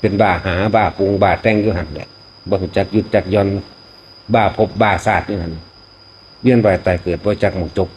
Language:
Northeastern Thai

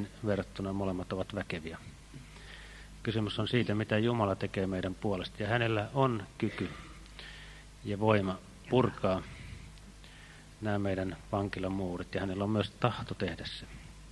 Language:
Finnish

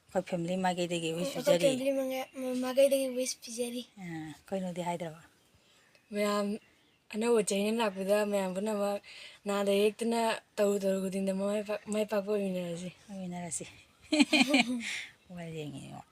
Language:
Manipuri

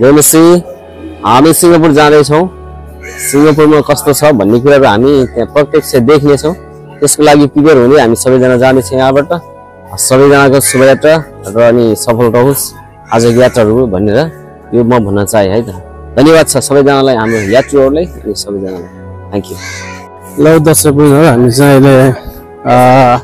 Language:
Nepali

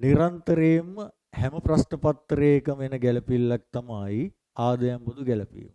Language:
Sinhala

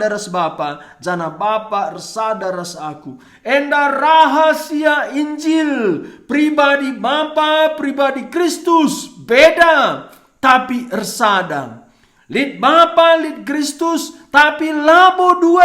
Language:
Batak Karo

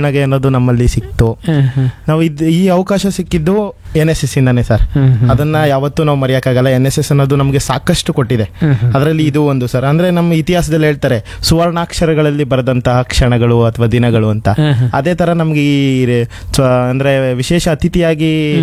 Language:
Kannada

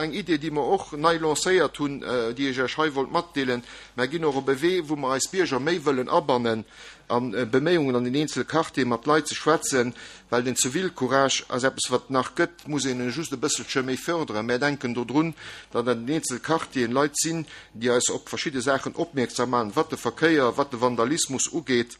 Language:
Luxembourgish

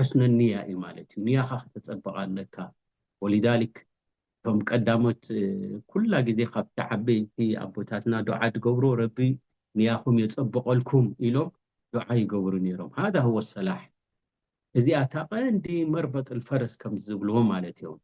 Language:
Tigrinya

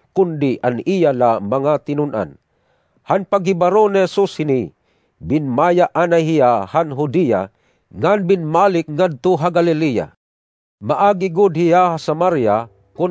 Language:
Waray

